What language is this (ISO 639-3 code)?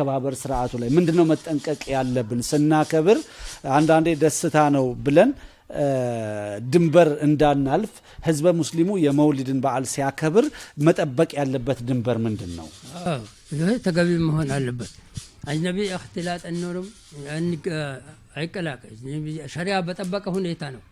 amh